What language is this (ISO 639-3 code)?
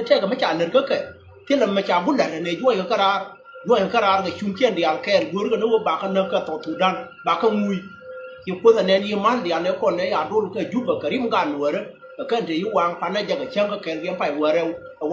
nus